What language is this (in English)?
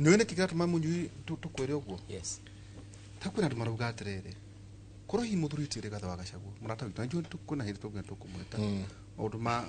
Kikuyu